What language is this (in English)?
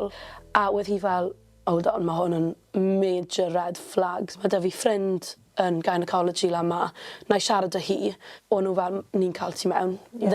Welsh